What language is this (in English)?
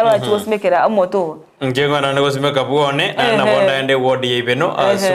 Gusii